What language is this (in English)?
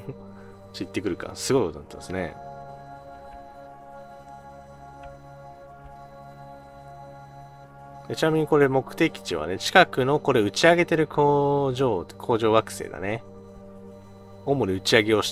Japanese